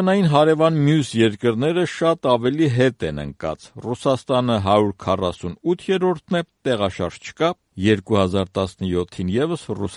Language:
Armenian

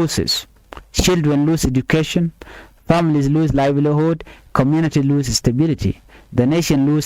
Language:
Nuer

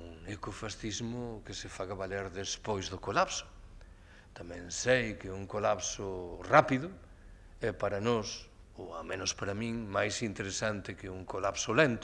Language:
Galician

